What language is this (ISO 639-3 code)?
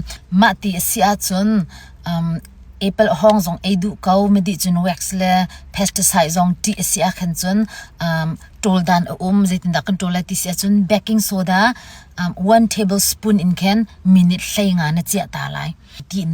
cnh